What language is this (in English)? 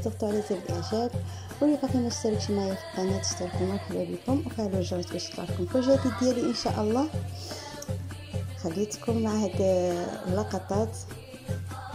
Moroccan Arabic